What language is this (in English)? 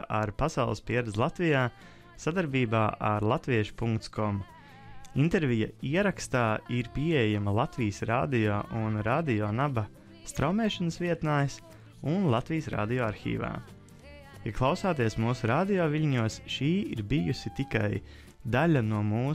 Latvian